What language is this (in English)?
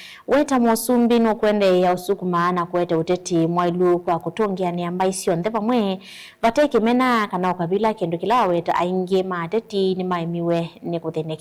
Kamba